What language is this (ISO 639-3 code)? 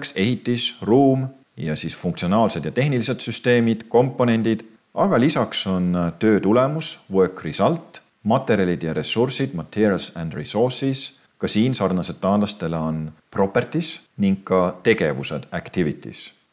est